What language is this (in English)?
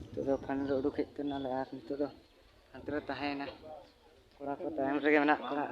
Santali